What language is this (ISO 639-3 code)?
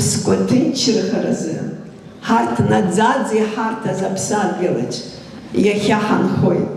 abk